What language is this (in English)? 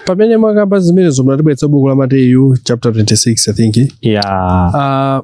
Nyanja